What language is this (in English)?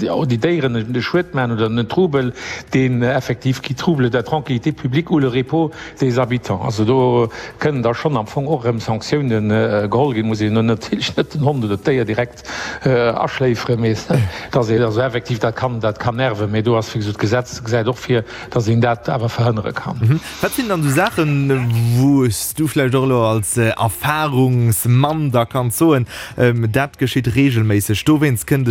Luxembourgish